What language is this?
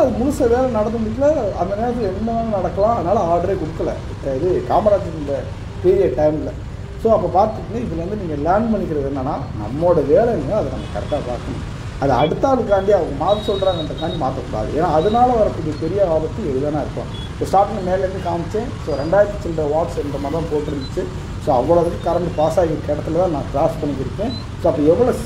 Tamil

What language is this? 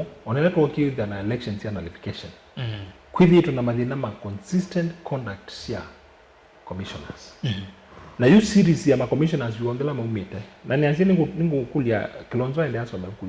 Kamba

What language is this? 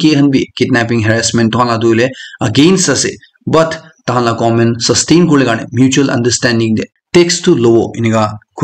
Naga Pidgin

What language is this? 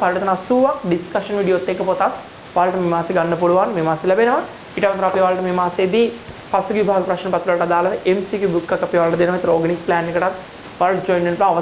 Sinhala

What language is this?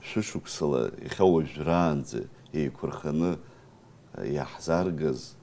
Abkhazian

